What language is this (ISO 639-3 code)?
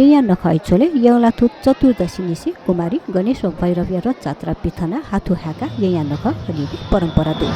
new